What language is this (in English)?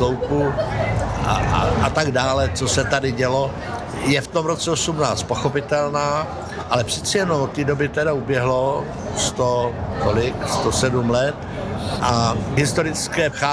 Czech